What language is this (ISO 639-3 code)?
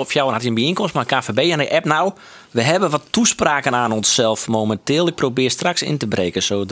fry